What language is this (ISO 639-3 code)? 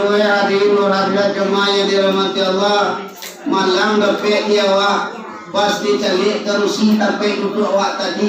min